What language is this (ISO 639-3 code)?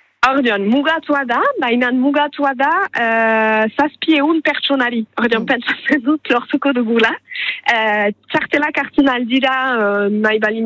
eus